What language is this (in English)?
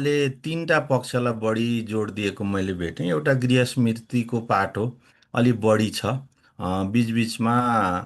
Nepali